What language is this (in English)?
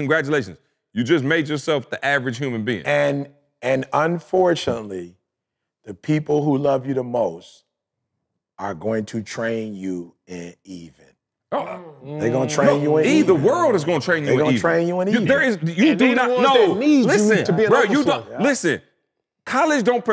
English